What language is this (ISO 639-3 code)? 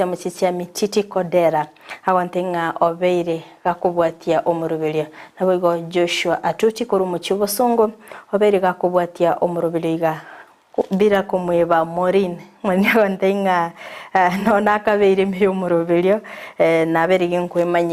guz